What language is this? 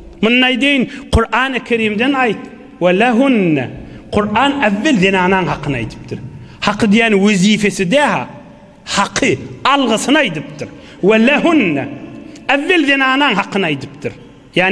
Turkmen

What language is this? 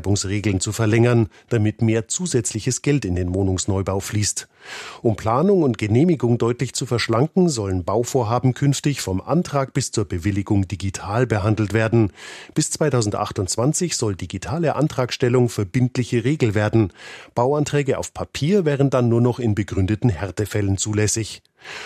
German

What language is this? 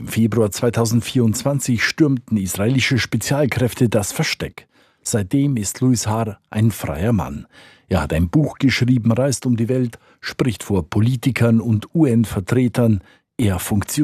German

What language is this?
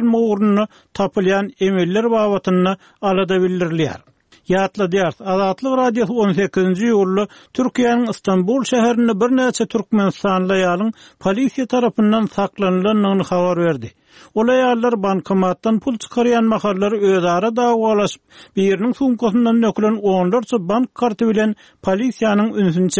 Turkmen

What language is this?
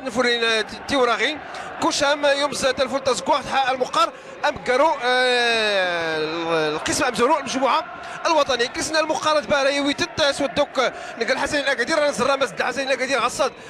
Moroccan Arabic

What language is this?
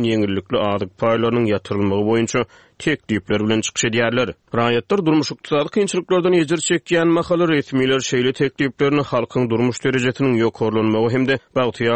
Turkmen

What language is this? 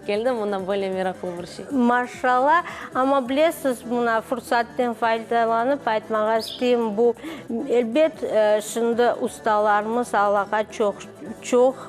Crimean Tatar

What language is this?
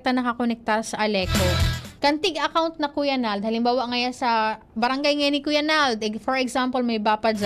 Bikol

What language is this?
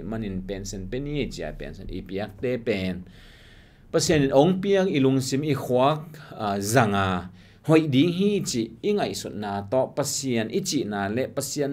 Tedim Chin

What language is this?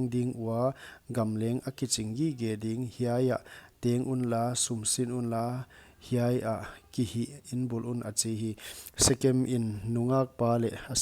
Paite Chin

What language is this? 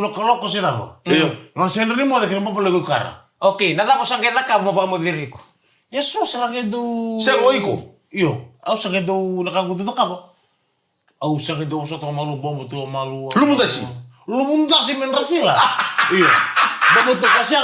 Fijian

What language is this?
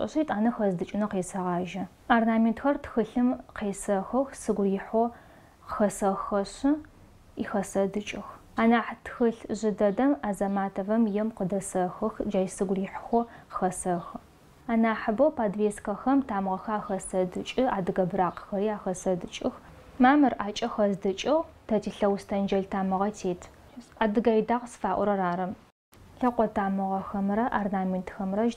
Adyghe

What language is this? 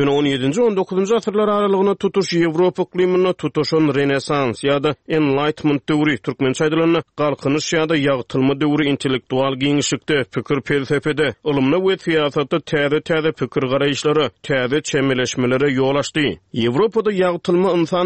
Turkmen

